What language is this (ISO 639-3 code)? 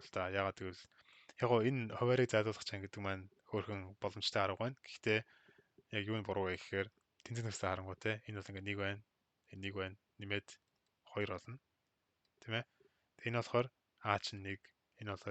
mon